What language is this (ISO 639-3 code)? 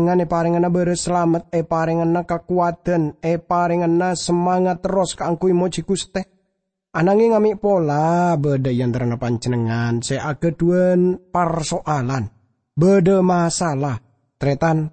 mad